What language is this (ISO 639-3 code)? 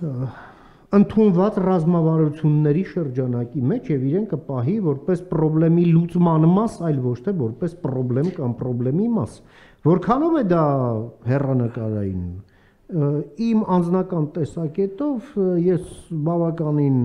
hye